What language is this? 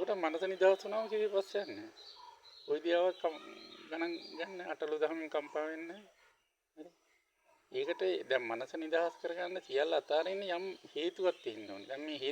Sinhala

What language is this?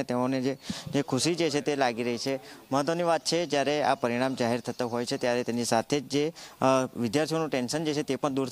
Gujarati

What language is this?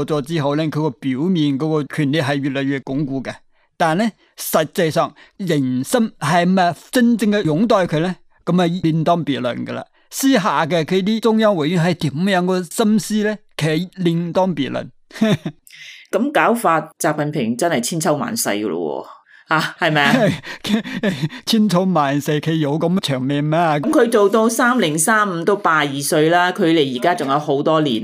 Cantonese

